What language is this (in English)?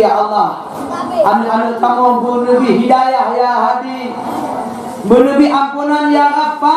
Achinese